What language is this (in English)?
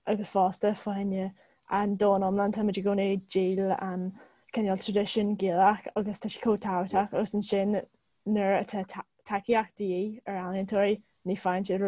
Irish